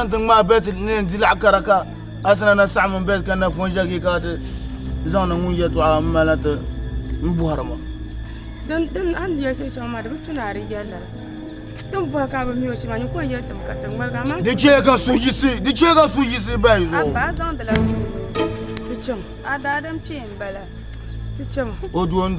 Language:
Dagbani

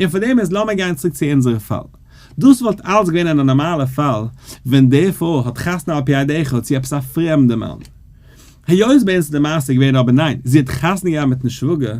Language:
Yiddish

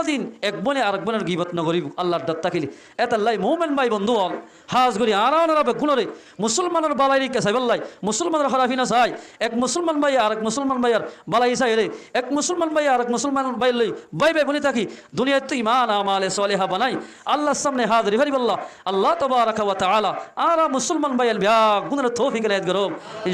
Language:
Rohingya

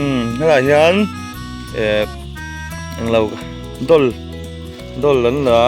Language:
Mizo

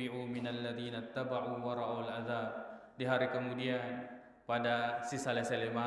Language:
Buginese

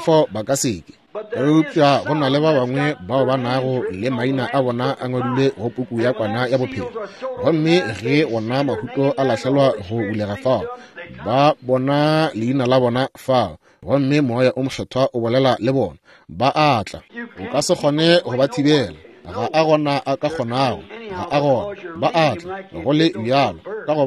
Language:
Northern Sotho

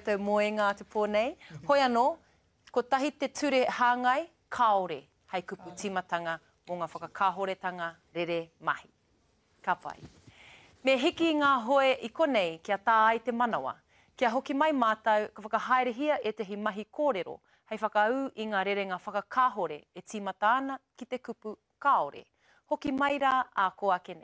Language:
Māori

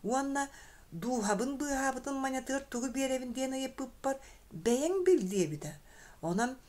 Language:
Yakut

